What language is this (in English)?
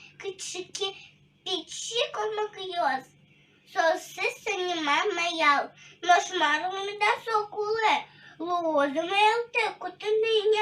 Udmurt